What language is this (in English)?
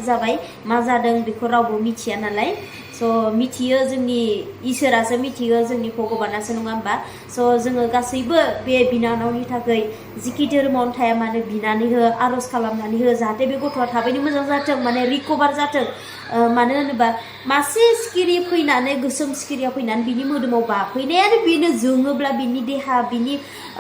Bodo